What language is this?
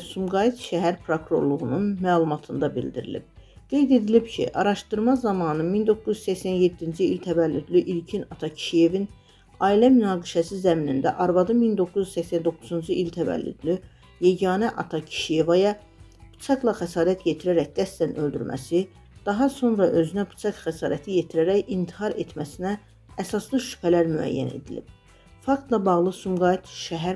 Azerbaijani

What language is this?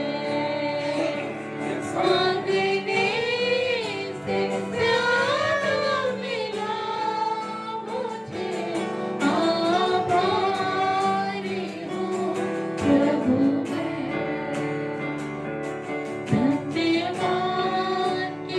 Hindi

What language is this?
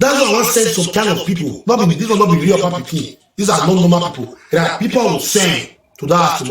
Nigerian Pidgin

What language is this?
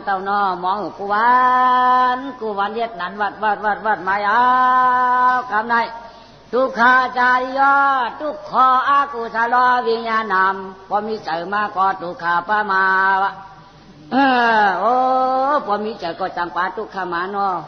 Shan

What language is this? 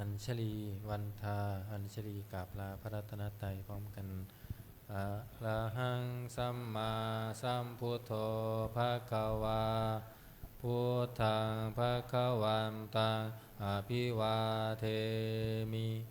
Pali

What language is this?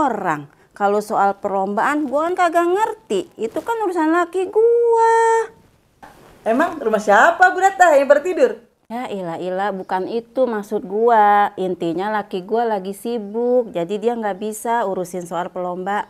Betawi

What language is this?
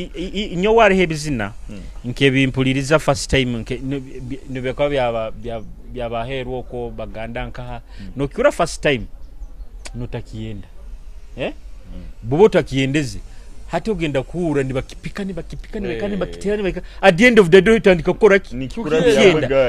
Nyoro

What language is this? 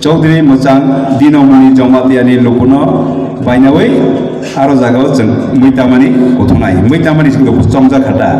Kok Borok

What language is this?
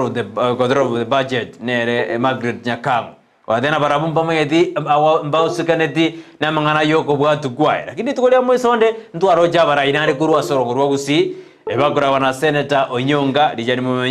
Gusii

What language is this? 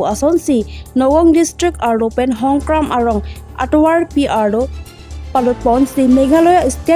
Karbi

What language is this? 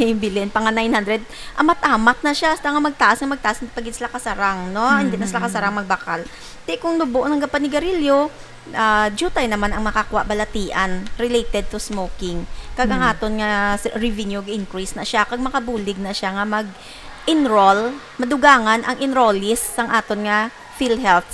Hiligaynon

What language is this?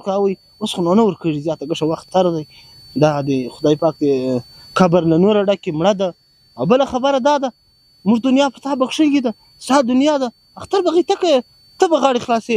Pashto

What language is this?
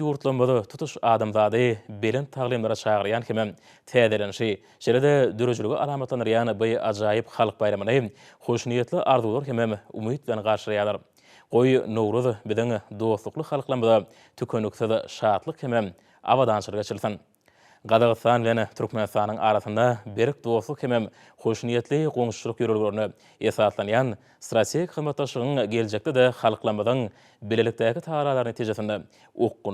Turkmen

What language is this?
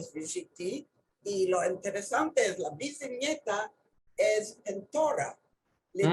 Ladino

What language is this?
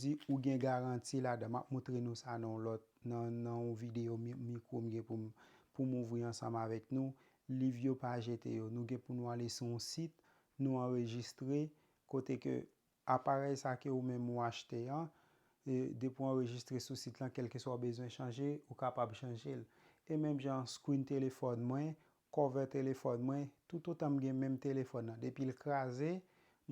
Haitian Creole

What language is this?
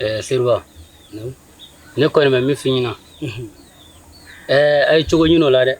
Bambara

